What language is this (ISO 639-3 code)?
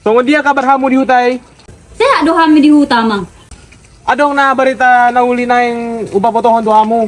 bbc